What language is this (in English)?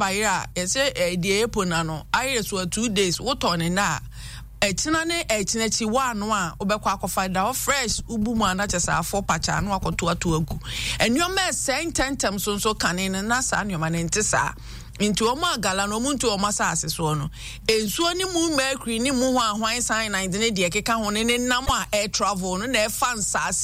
Akan